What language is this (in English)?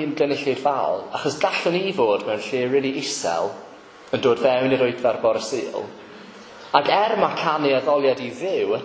Welsh